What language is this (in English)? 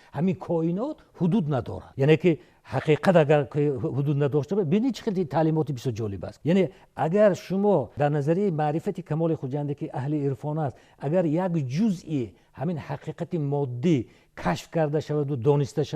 Tajik